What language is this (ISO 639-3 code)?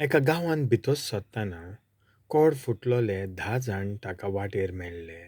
kok